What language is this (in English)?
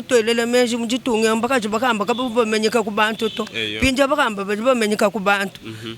Luba-Lulua